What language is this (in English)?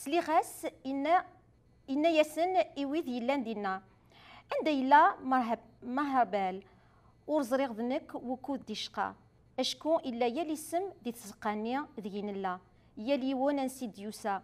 Kabyle